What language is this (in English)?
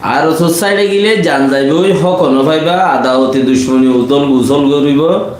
Rohingya